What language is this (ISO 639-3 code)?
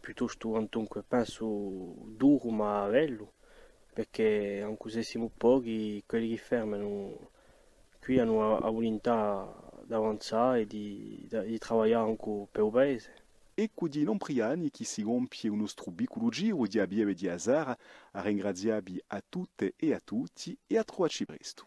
cos